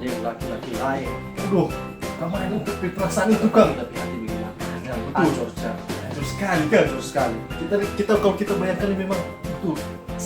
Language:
Manado Malay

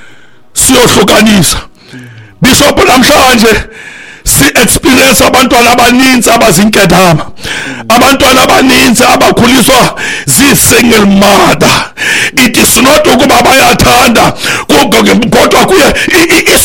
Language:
Xhosa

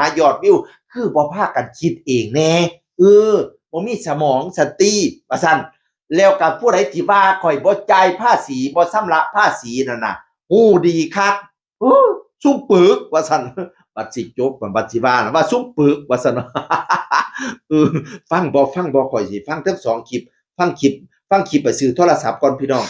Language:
Northeastern Thai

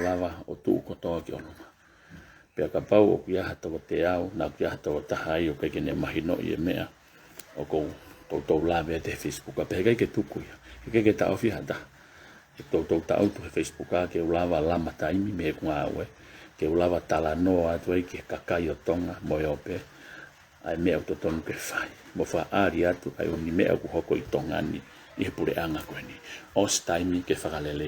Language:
Tongan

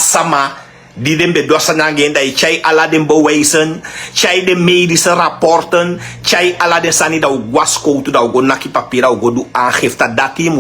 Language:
Sranan Tongo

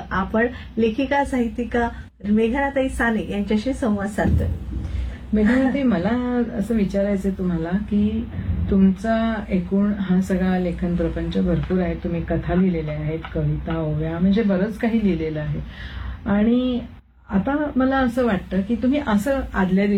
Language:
Marathi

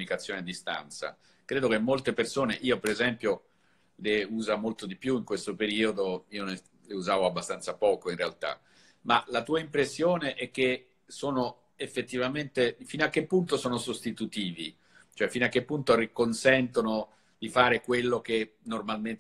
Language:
Italian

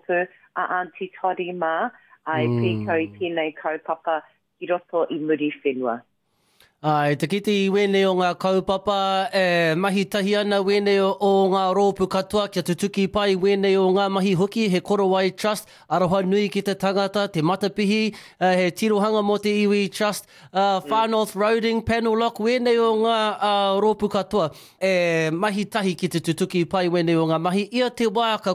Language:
Māori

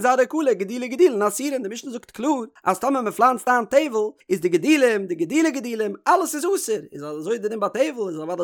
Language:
Yiddish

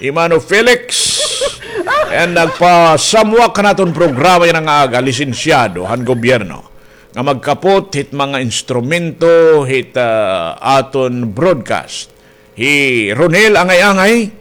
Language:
Waray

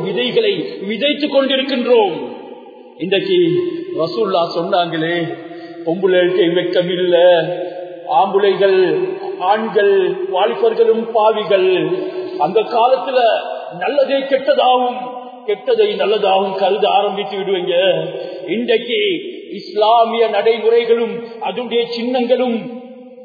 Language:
Tamil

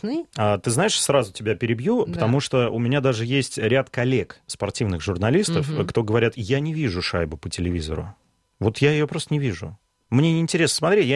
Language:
Russian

